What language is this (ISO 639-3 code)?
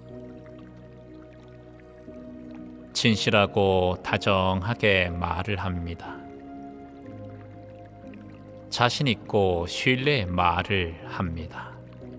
kor